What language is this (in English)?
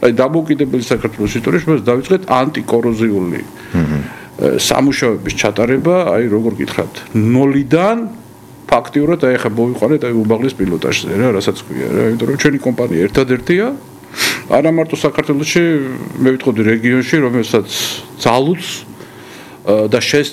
Georgian